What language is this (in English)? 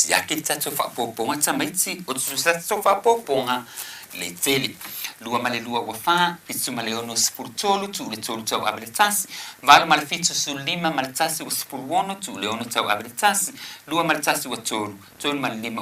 Samoan